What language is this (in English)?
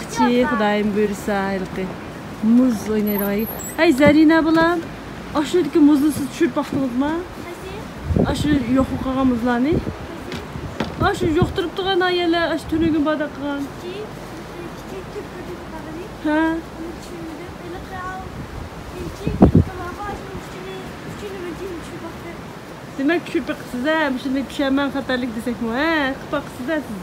Uyghur